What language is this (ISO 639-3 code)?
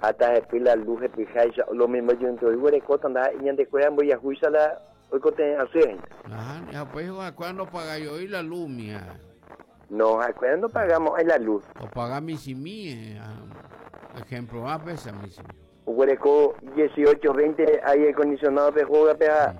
grn